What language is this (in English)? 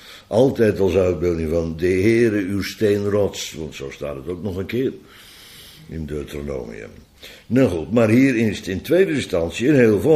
Dutch